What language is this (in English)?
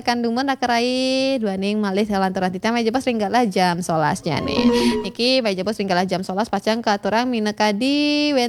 Balinese